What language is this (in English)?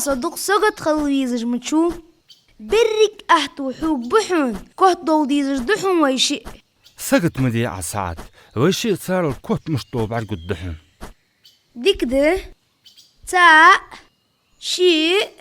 Ingush